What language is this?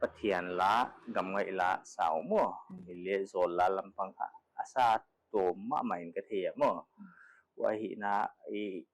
Paite Chin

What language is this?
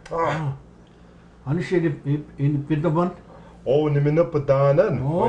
Breton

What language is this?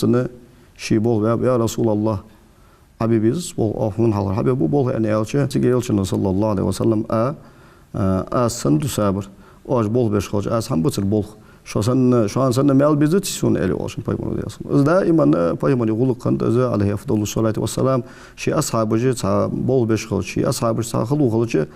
Ingush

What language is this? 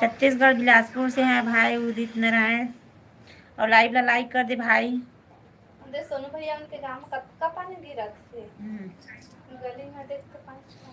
Chhattisgarhi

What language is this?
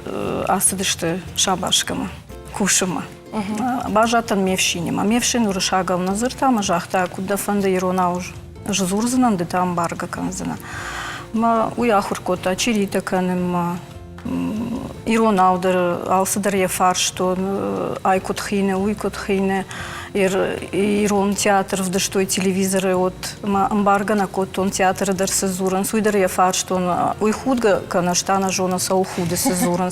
Ossetic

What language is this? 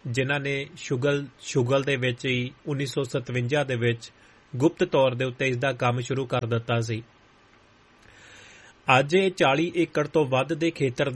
Punjabi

